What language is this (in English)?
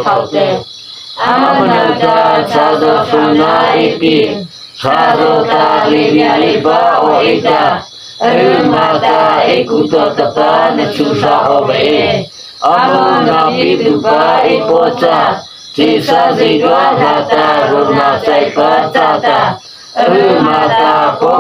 Mara Chin